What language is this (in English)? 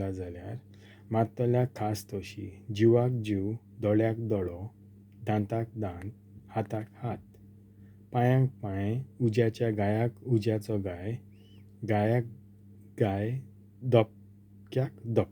Konkani